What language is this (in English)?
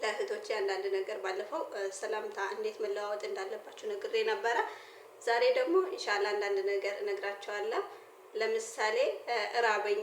Amharic